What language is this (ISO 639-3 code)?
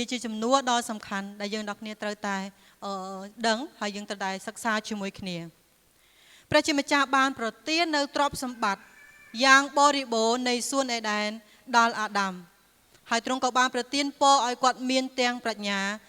khm